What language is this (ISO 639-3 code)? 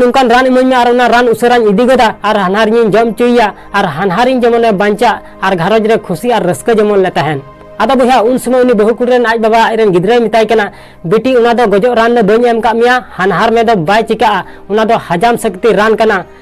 sat